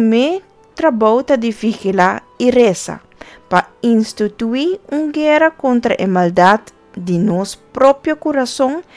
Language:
Papiamento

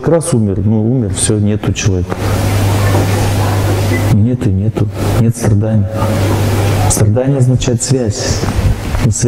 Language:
Russian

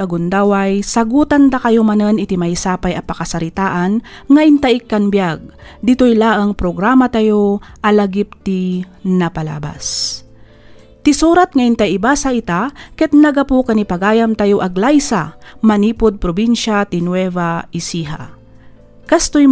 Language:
Iloko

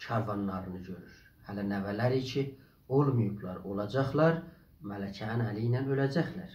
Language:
South Azerbaijani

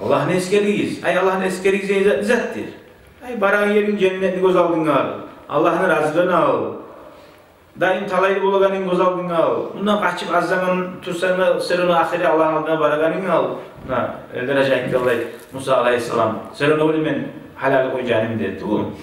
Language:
Kumyk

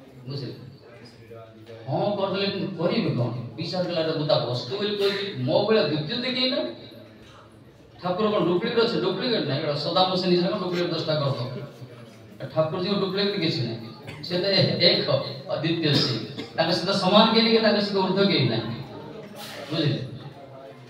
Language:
Odia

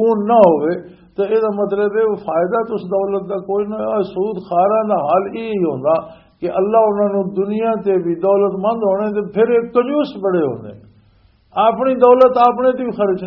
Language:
Western Panjabi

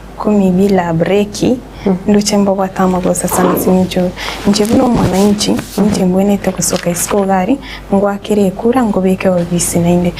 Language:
Gusii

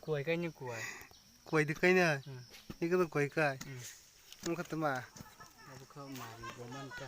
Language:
Kok Borok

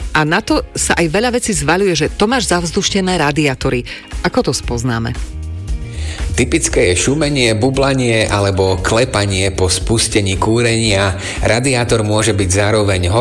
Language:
Slovak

